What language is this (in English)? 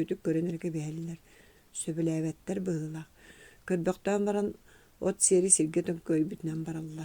Yakut